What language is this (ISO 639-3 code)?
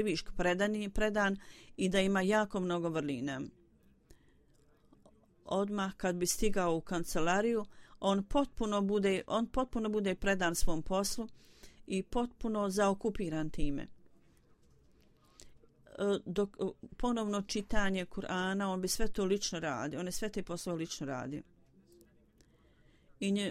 bos